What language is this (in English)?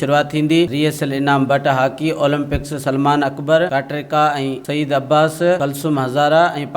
Sindhi